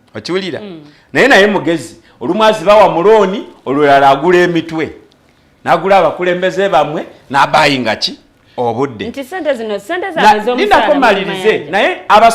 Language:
Ganda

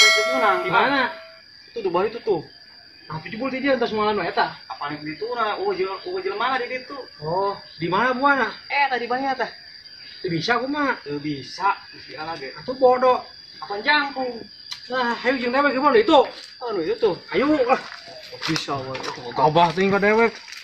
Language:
Sundanese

